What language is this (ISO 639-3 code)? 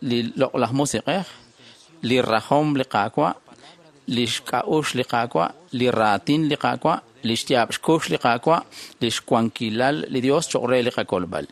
kek